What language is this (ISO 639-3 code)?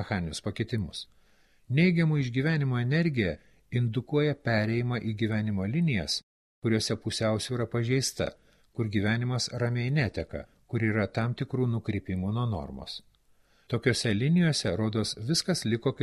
lit